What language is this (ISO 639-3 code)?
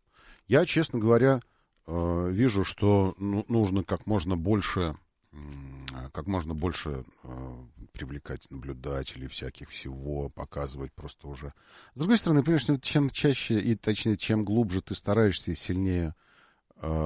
rus